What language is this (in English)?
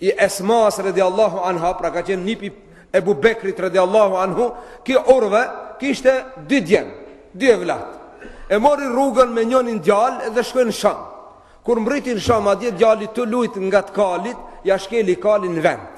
Albanian